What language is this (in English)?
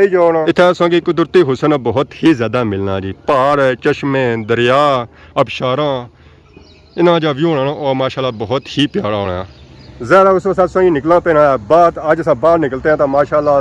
Pahari-Potwari